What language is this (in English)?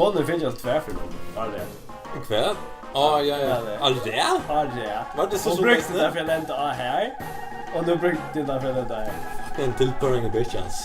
Faroese